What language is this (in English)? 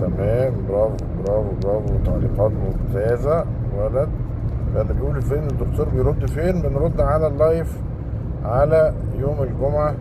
Egyptian Arabic